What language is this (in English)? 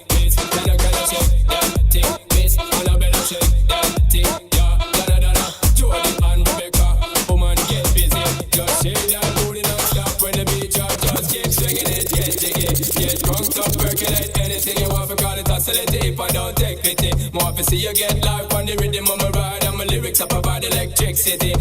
Morisyen